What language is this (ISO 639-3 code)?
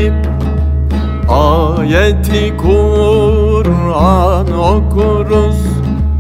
tur